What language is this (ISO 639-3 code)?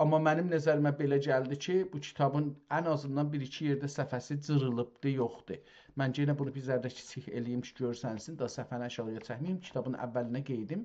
azb